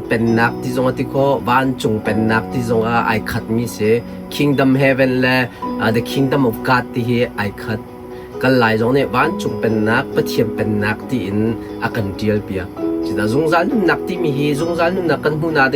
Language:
Hakha Chin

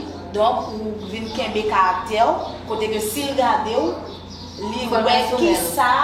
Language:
Haitian Creole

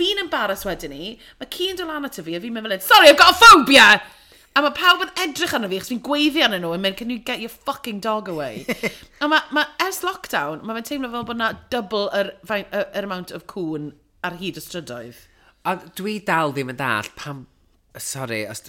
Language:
Welsh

